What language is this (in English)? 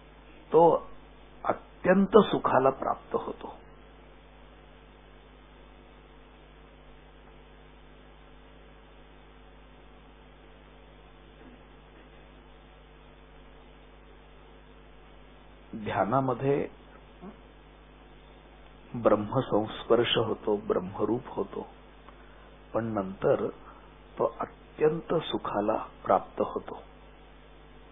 Marathi